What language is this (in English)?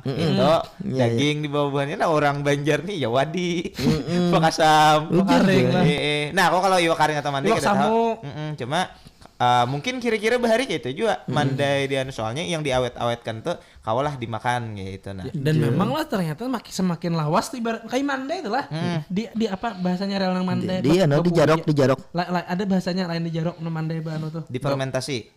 Banjar